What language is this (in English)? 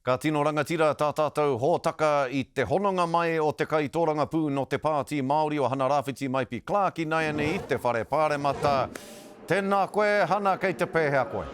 Māori